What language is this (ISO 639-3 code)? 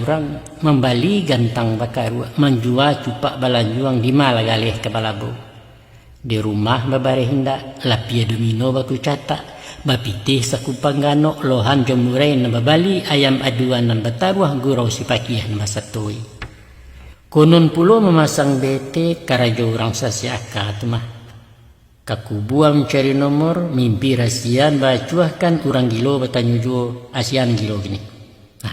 min